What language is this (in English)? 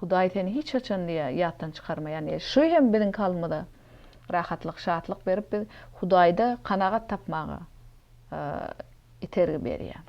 Turkmen